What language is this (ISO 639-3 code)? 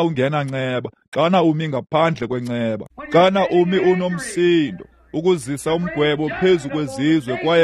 xho